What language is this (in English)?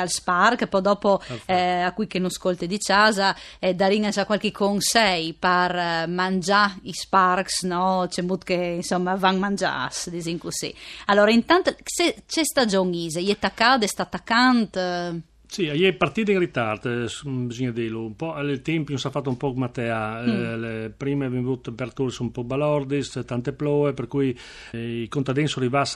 Friulian